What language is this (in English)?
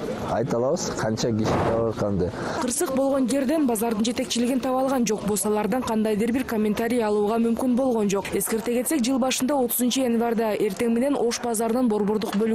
Kyrgyz